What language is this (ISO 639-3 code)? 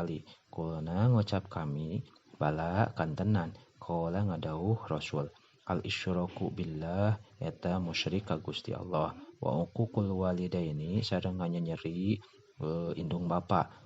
sun